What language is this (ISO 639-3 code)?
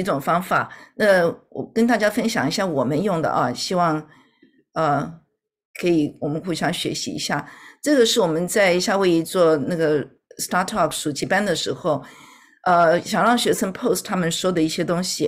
zho